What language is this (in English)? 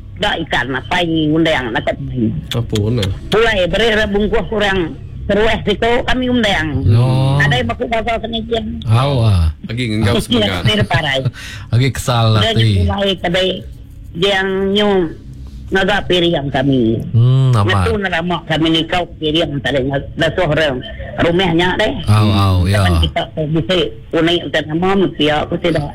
Iban